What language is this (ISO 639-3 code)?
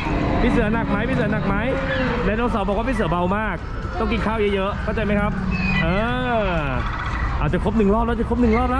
tha